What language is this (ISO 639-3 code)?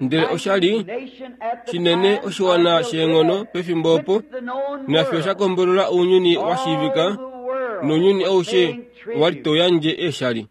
kua